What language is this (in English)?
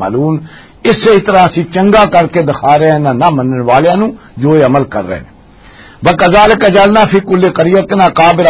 Western Panjabi